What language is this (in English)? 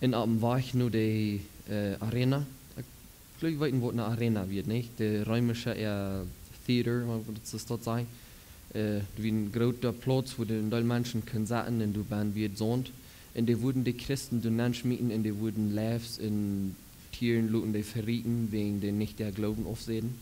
Plautdietsch